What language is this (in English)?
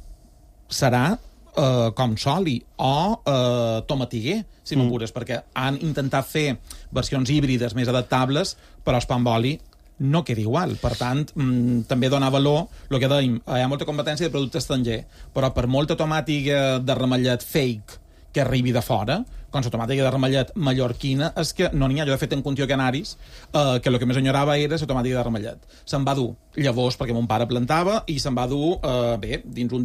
Catalan